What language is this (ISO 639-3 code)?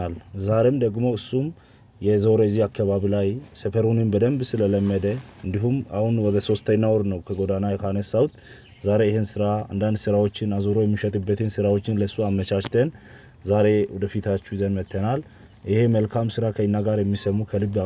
amh